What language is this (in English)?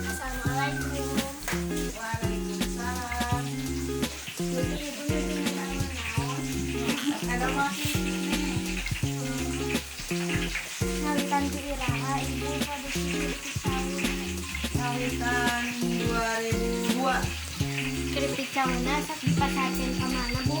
Sundanese